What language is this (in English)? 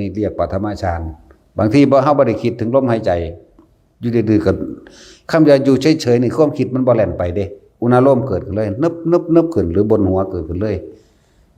Northeastern Thai